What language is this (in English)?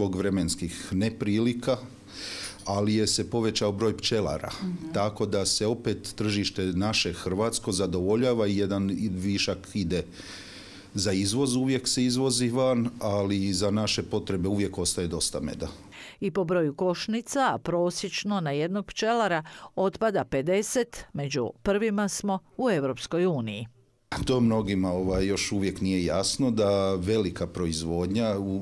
Croatian